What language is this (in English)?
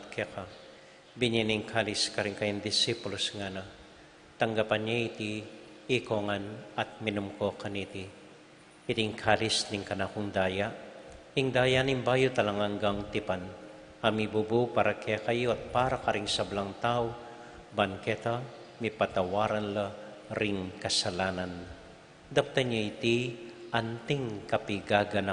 Pampanga